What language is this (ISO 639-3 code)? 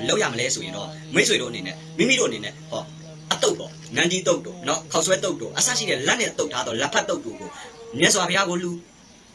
mya